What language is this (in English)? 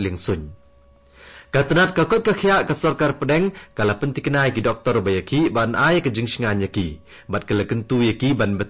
Khasi